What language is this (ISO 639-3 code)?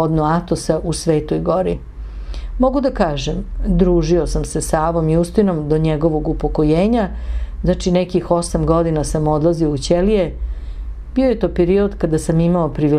srp